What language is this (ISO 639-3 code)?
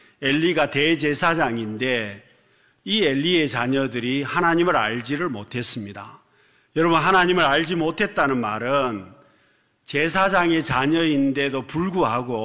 kor